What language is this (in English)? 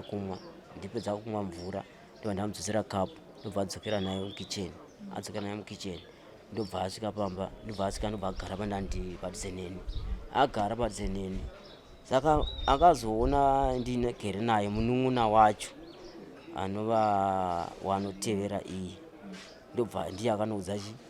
Shona